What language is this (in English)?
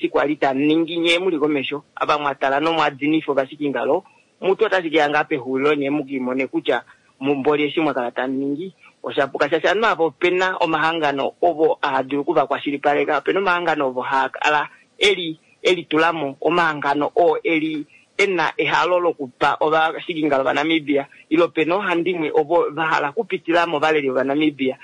Kuanyama